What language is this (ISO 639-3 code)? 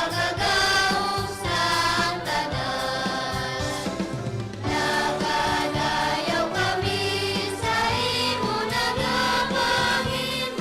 hil